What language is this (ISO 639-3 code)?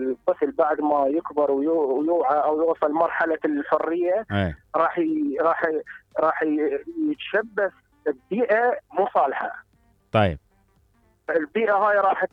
acm